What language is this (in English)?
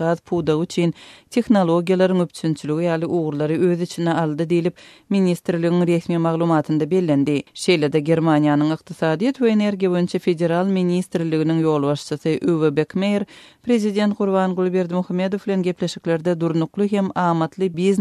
Turkmen